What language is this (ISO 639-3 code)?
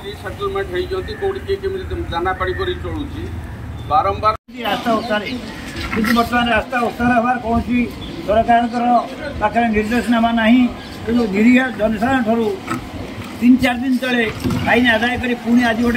ori